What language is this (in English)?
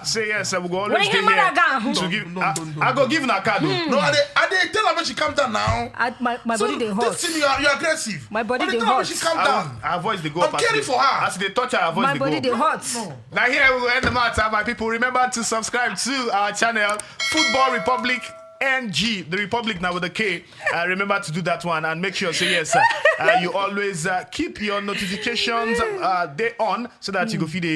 Nigerian Pidgin